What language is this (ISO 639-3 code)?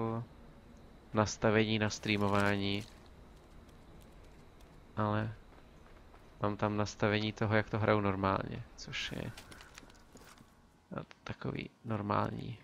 ces